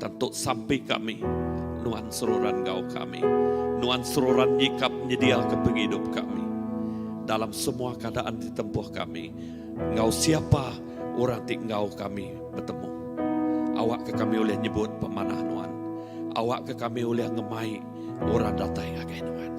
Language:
Iban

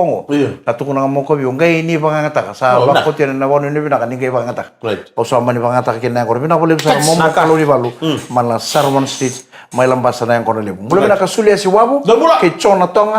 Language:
Fijian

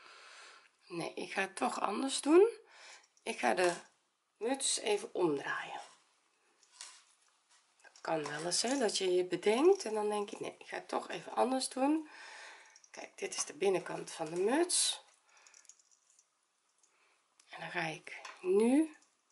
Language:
Dutch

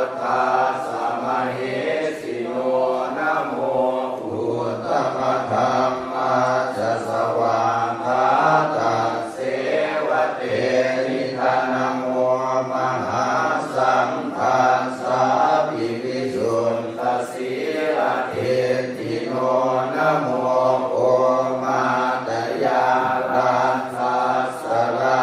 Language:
Pali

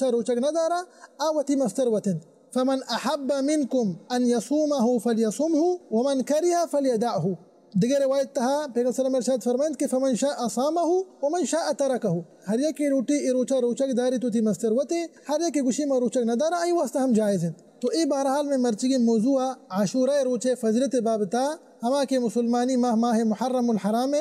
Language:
Baluchi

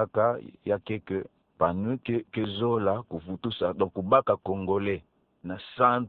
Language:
Kituba (Democratic Republic of Congo)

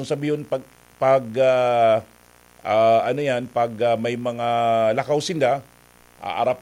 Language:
Bikol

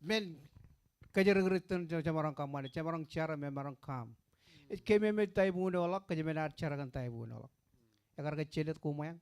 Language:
Marshallese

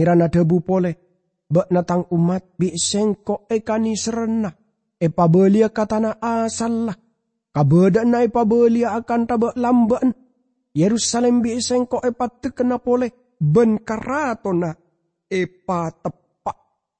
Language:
Madurese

